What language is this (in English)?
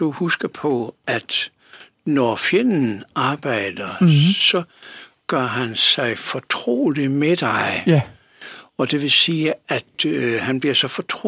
Danish